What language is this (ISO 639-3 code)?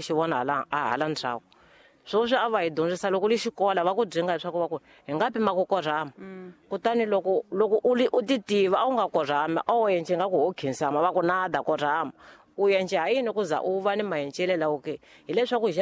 tso